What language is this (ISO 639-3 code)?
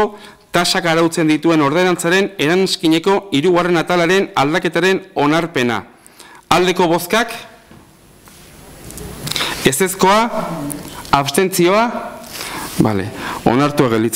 eus